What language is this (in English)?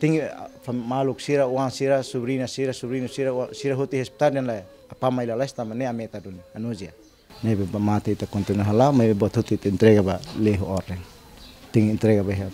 Tetum